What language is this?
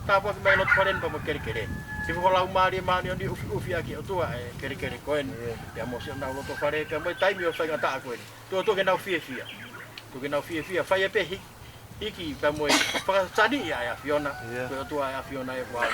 Tongan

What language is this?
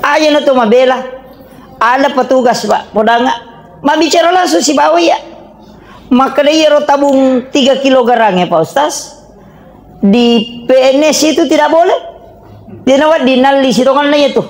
Buginese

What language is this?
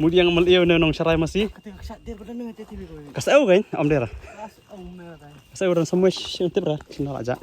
Khasi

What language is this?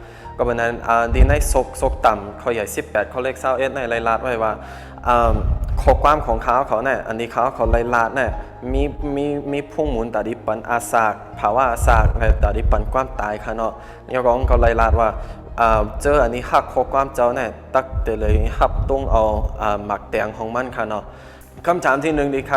Shan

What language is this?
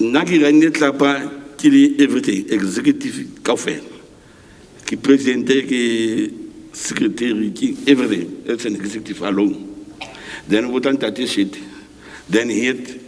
Southern Sotho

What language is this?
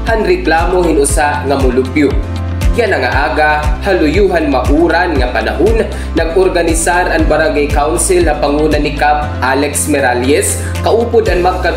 Waray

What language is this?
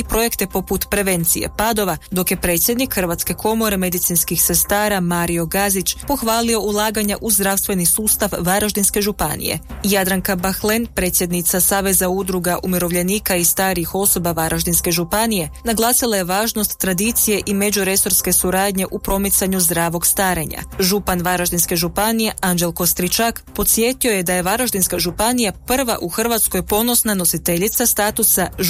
Croatian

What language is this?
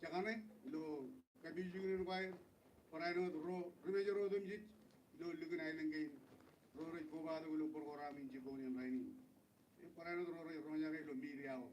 Marshallese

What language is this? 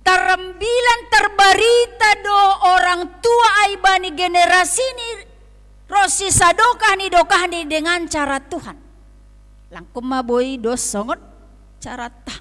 Batak Simalungun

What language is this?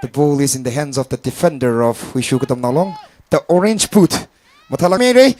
Tangkhul Naga (India)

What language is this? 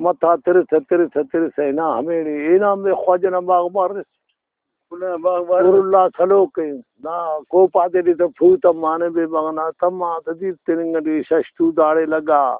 Brahui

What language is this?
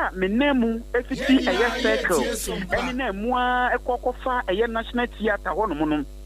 Akan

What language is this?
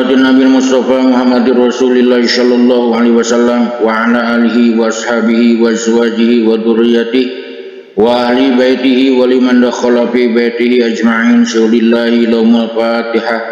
Sundanese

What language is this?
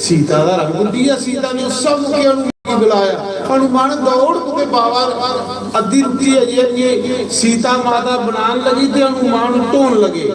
Dogri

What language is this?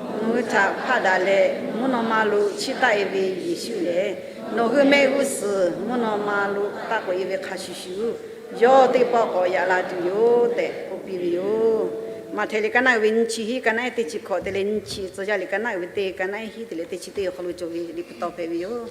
Lahu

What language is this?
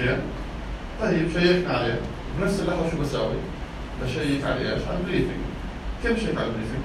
North Levantine Arabic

